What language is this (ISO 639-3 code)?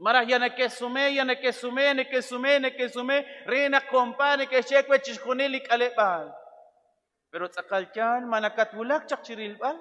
kek